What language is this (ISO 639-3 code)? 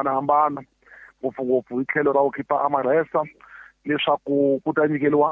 tso